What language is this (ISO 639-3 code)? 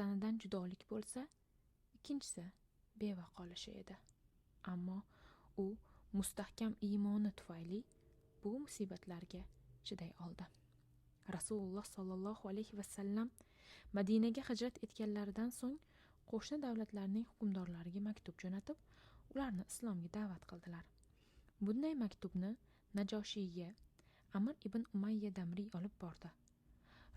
uzb